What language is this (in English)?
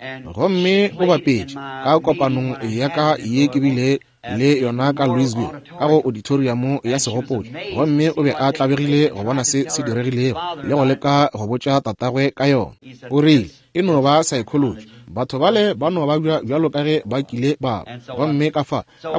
Northern Sotho